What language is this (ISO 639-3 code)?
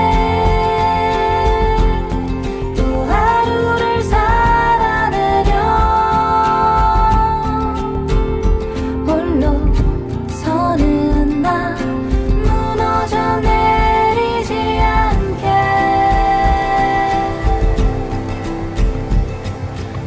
kor